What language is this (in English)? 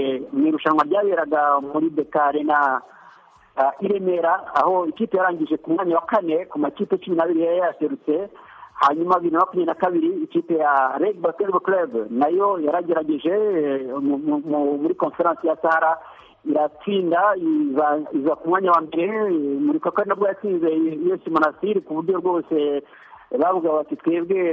Kinyarwanda